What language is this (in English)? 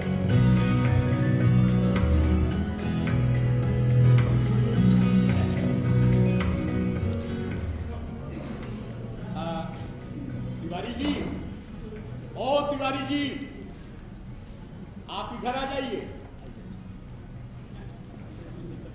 Hindi